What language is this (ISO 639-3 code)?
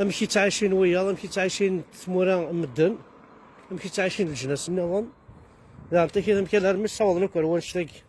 kab